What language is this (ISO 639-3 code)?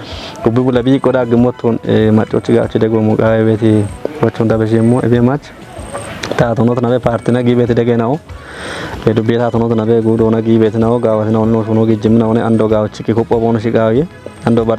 kbr